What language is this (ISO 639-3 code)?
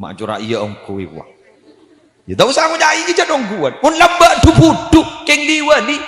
mad